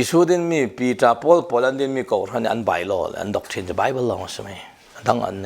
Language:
Falam Chin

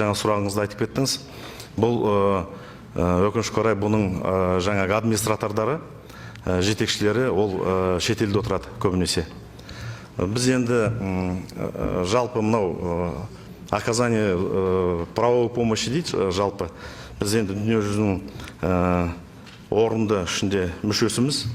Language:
Kazakh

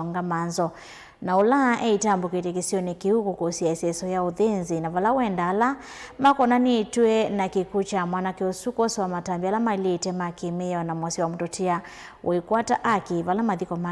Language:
Kamba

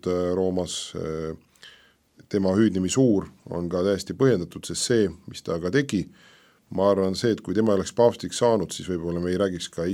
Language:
Estonian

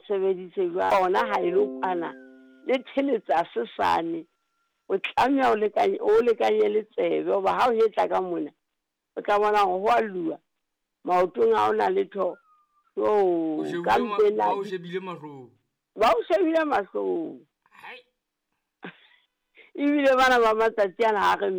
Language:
Southern Sotho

